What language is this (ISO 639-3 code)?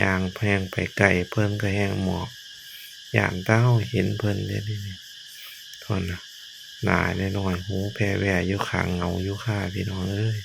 lao